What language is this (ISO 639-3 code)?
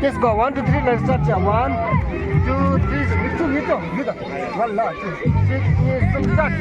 bod